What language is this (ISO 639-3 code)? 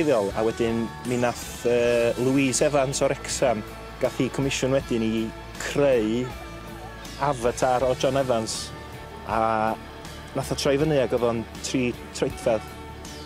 cym